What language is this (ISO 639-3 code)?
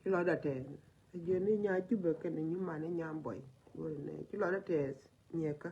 nus